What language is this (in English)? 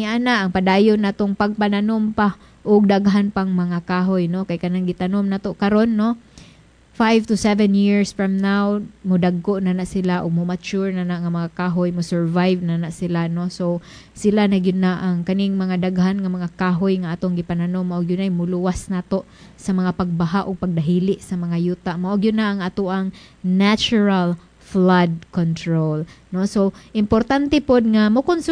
Cebuano